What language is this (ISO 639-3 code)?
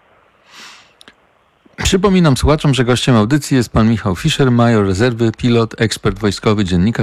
pol